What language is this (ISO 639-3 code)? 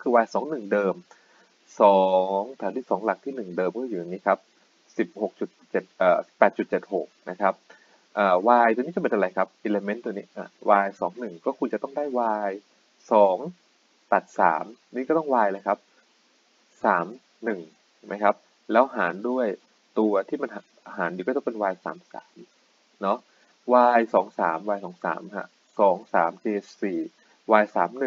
tha